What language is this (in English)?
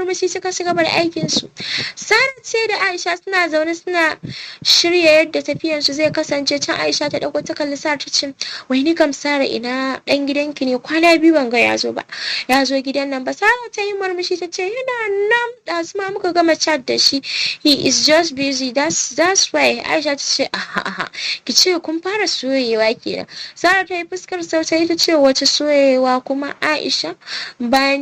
Hausa